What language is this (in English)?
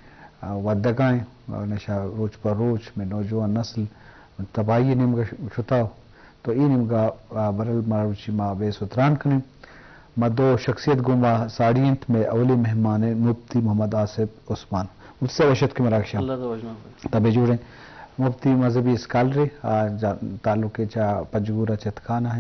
Eastern Balochi